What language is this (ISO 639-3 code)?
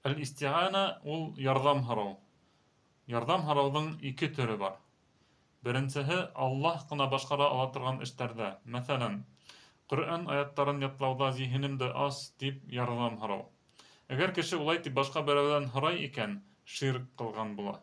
bak